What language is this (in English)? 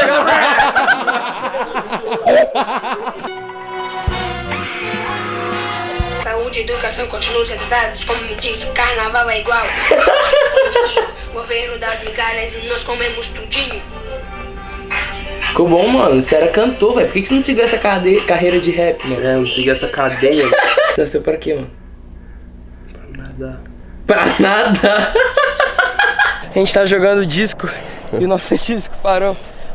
Portuguese